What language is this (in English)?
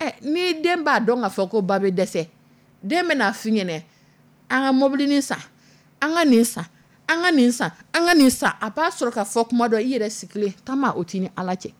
Dyula